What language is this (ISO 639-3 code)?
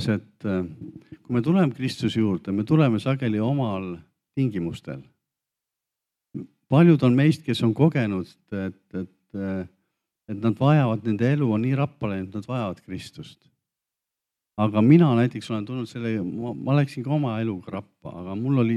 est